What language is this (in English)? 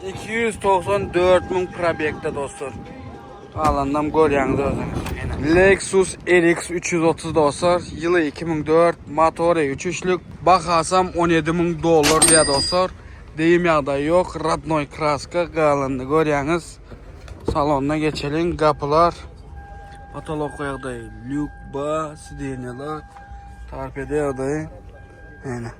Turkmen